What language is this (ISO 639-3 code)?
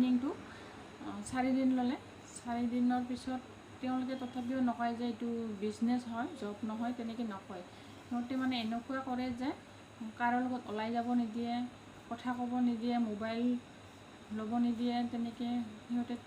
asm